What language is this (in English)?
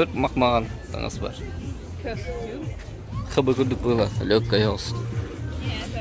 Yakut